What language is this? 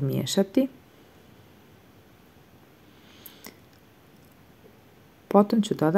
Croatian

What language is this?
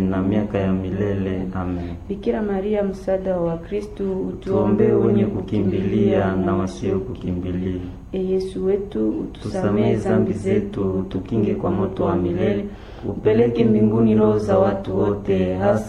Swahili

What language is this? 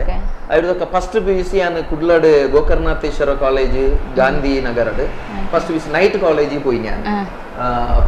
Tulu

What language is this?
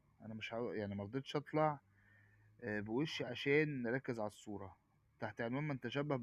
Egyptian Arabic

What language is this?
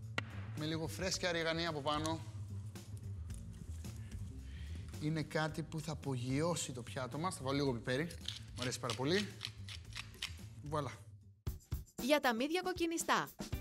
Greek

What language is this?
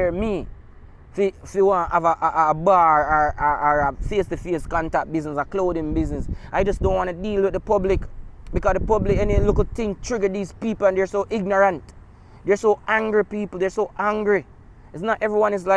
Jamaican Creole English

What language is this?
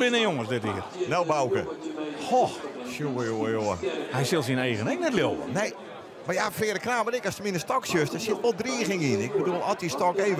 Western Frisian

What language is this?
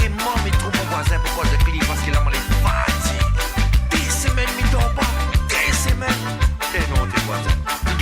Morisyen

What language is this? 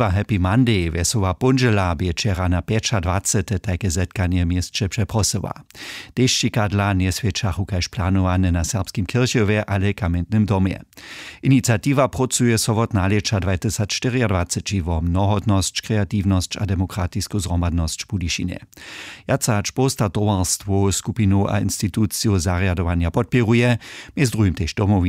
Upper Sorbian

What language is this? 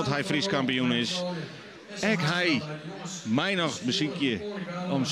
Western Frisian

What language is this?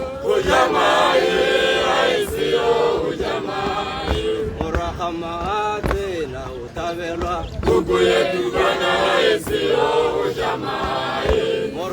Tswana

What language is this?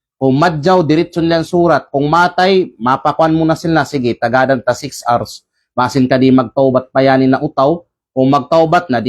Kalagan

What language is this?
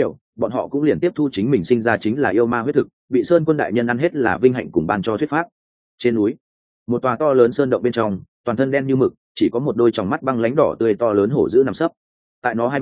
Vietnamese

